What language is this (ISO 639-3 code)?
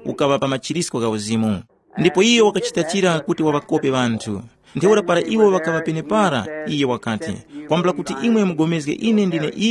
tum